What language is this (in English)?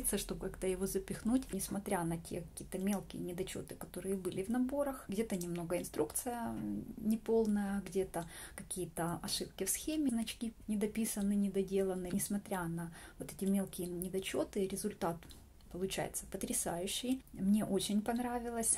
Russian